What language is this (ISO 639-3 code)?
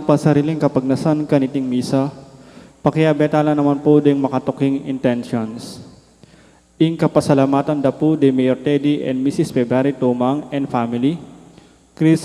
pam